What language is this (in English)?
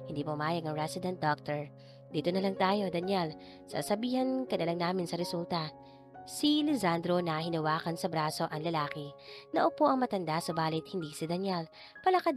Filipino